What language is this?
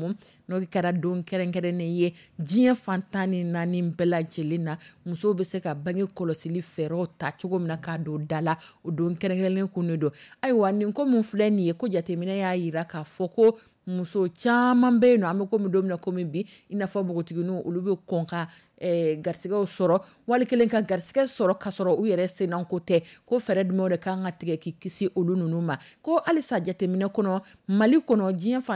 Dyula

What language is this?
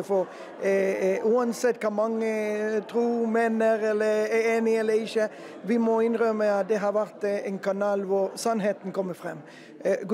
Norwegian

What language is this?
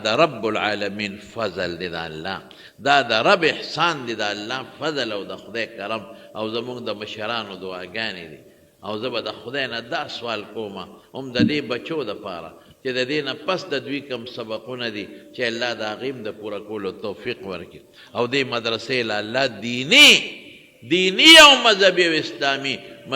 Pashto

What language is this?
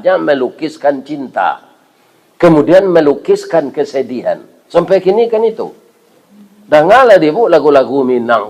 Minangkabau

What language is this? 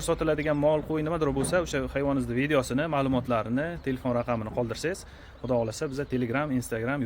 Uzbek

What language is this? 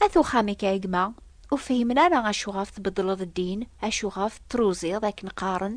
Kabyle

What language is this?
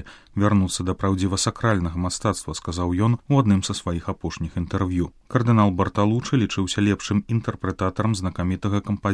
Belarusian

